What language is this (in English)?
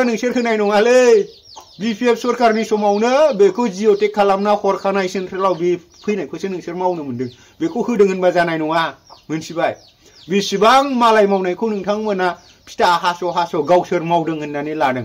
Bodo